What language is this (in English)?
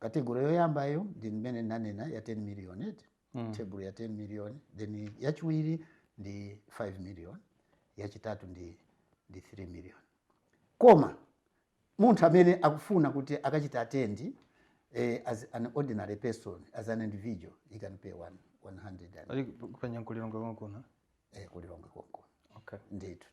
Nyanja